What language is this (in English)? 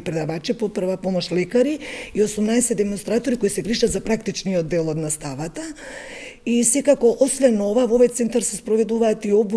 Macedonian